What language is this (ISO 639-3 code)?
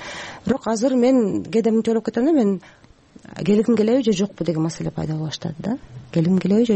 kir